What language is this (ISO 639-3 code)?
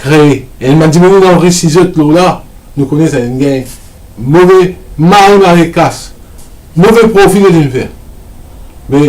mfe